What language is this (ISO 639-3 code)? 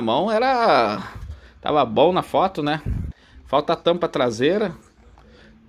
por